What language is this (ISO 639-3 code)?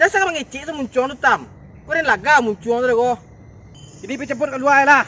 min